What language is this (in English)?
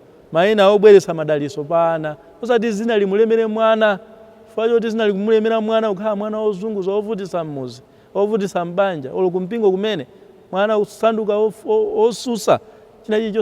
Nyanja